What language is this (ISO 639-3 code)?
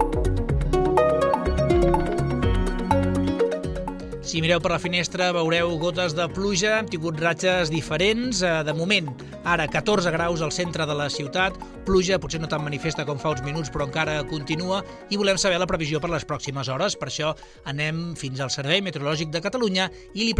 cat